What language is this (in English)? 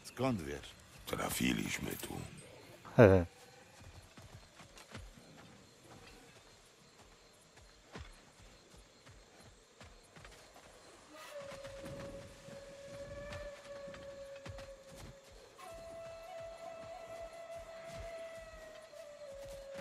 Polish